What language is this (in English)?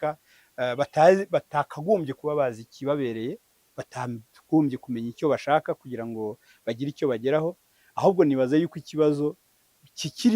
Kinyarwanda